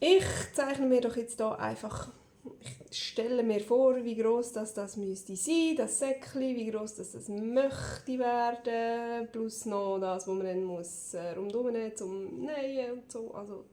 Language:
Swiss German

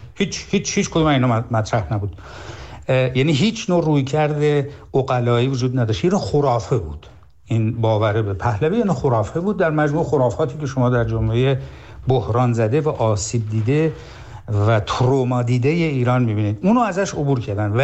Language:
Persian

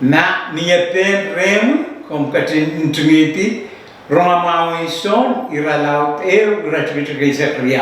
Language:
Pohnpeian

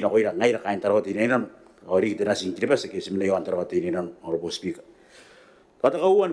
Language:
Gilbertese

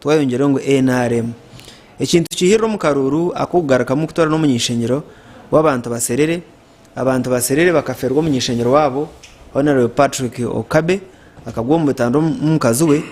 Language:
Nyankole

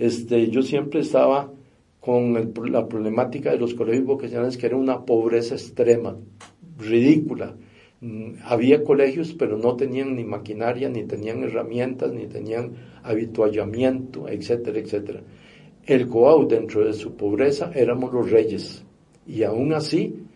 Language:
Spanish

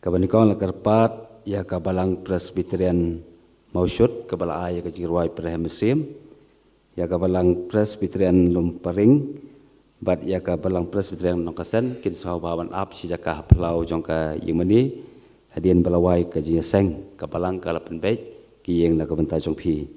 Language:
Khasi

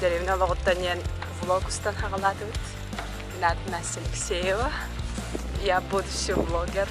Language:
Yakut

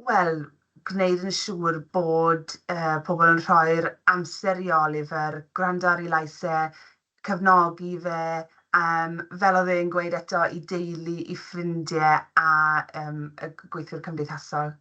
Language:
Welsh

